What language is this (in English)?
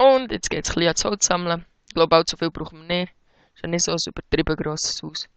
Swiss German